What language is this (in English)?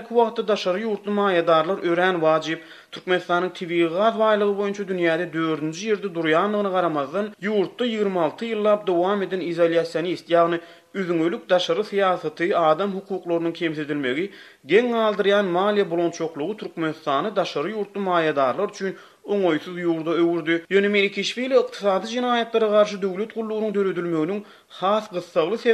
Turkmen